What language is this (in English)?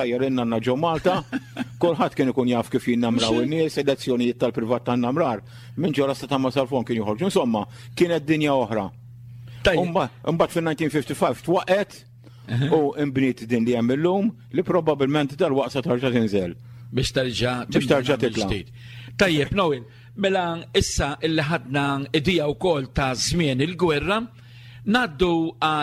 Maltese